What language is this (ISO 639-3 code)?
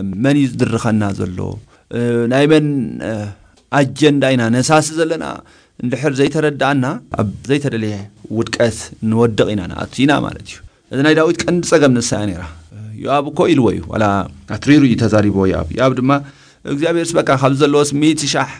tir